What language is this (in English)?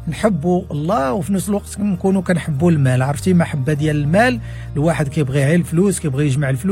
Moroccan Arabic